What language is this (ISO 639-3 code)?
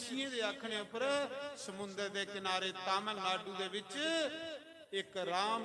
doi